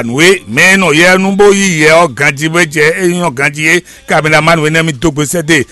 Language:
Fon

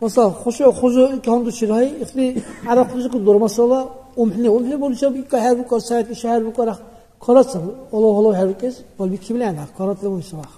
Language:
Dargwa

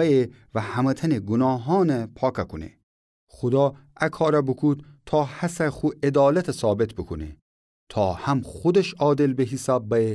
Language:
Gilaki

